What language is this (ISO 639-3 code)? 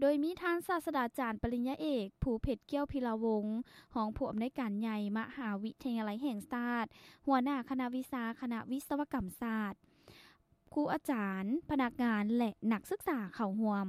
lao